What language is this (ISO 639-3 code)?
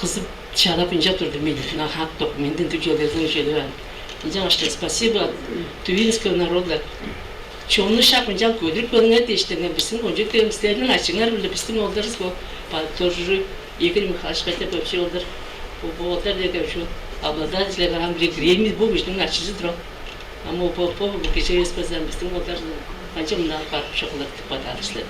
tyv